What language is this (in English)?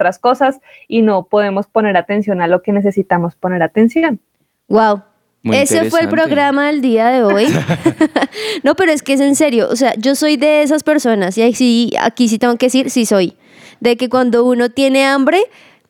Spanish